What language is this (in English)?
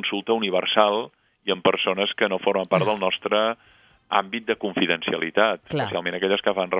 Catalan